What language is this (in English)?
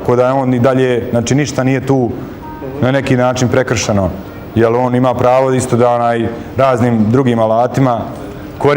Bosnian